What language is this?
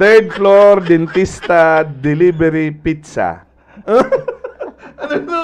Bikol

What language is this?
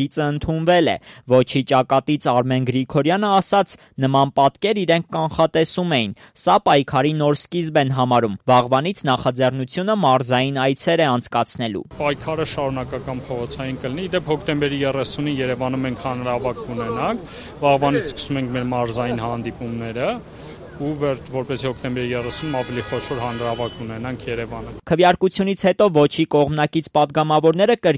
Armenian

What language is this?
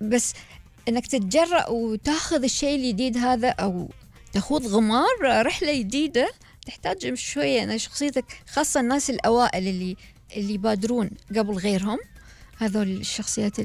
Gulf Arabic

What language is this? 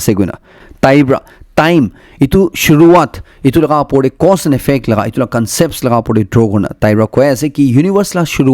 Naga Pidgin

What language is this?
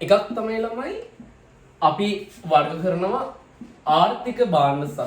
Sinhala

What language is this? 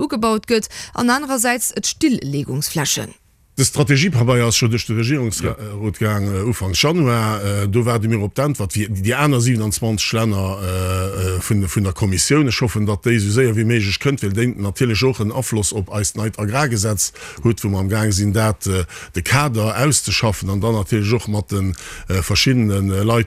Luxembourgish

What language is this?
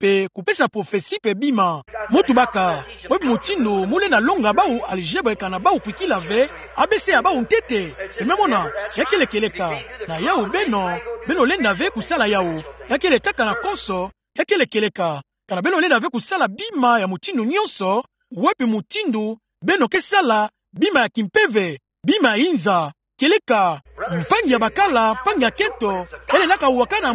Kituba (Democratic Republic of Congo)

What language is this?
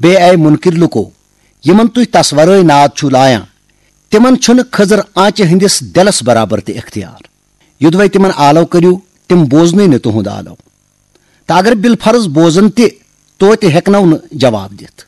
Kashmiri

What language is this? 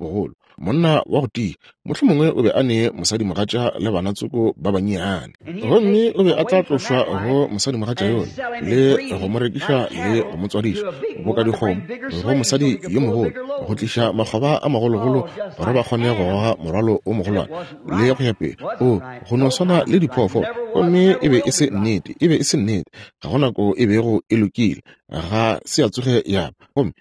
Northern Sotho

